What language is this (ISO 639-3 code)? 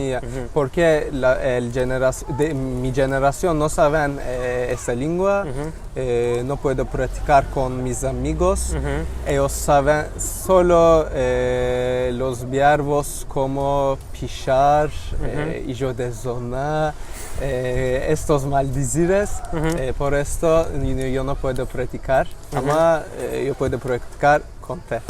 lad